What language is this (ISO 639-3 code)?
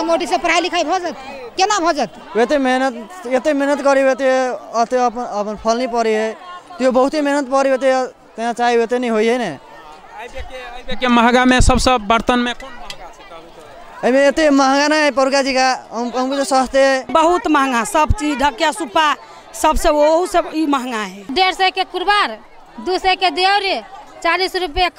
mai